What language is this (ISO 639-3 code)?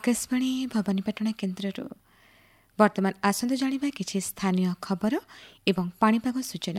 ori